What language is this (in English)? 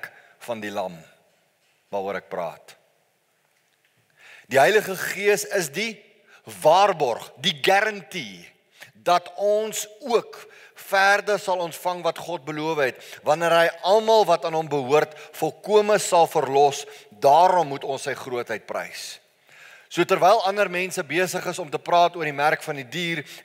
Afrikaans